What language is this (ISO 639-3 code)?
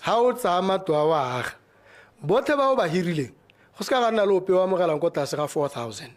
tsn